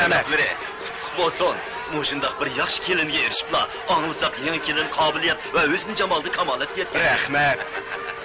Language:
Uyghur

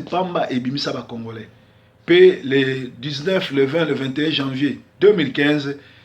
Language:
Lingala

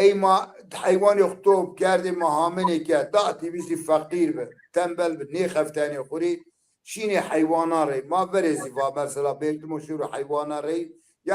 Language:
Zaza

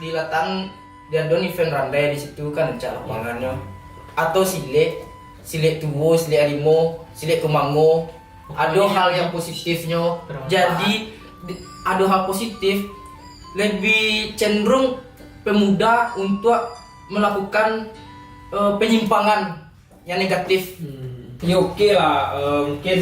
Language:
Minangkabau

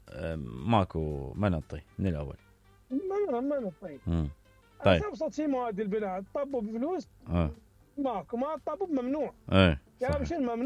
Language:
Mesopotamian Arabic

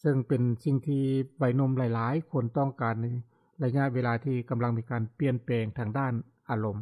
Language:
Lao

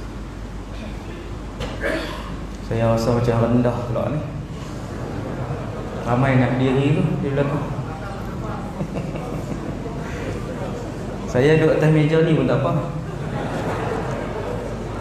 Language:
Malay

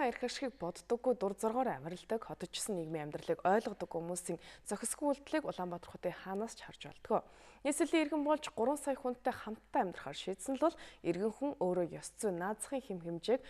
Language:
Mongolian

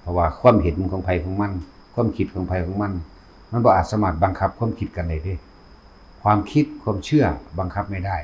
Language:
Northeastern Thai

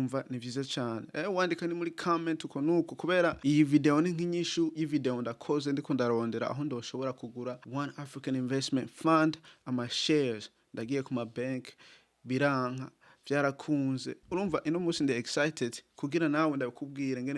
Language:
Rundi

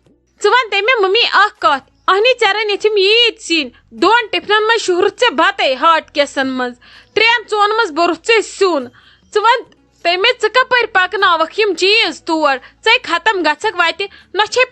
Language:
Kashmiri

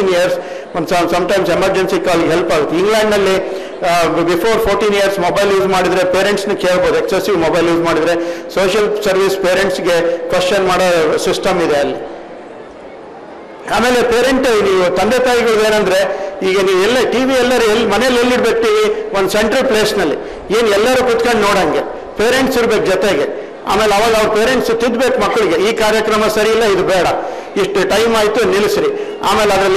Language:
Kannada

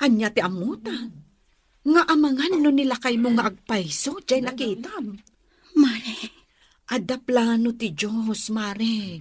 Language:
Iloko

